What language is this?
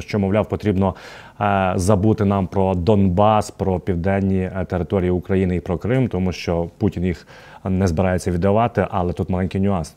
Ukrainian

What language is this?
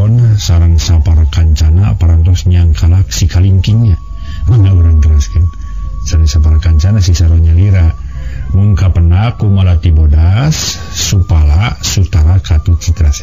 Sundanese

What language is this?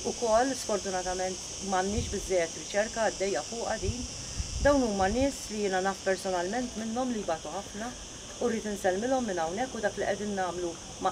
Maltese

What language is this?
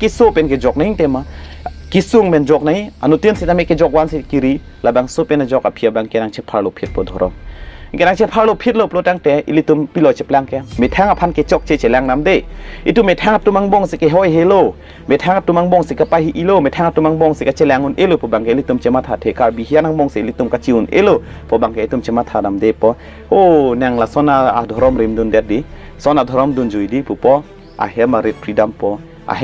Karbi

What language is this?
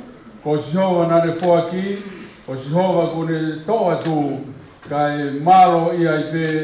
Tongan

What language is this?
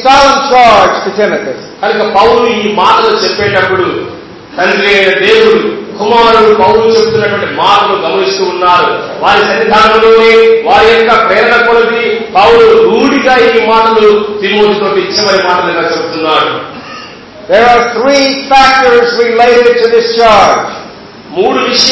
Telugu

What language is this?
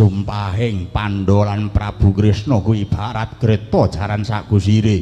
Javanese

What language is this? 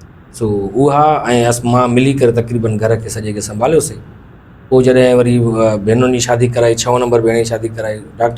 Sindhi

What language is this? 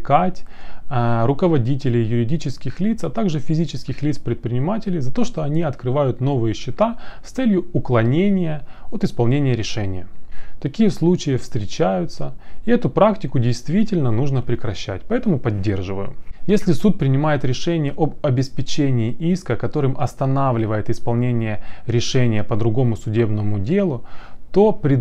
Russian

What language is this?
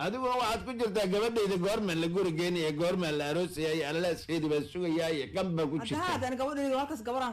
Somali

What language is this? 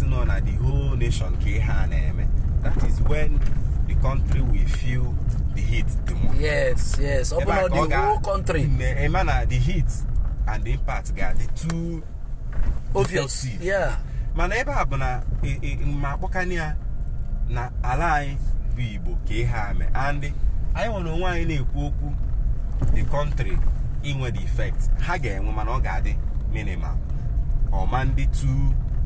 Igbo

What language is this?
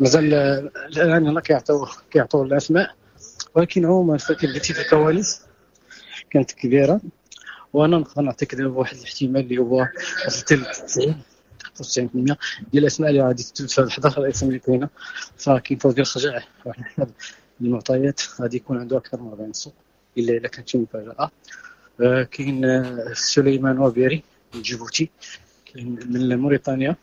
Moroccan Arabic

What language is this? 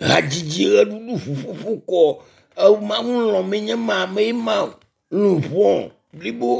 Ewe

